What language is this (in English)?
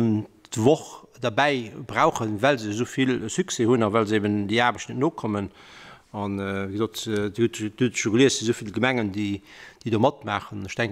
Luxembourgish